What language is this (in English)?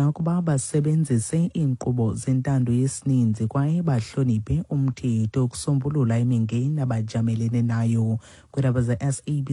Xhosa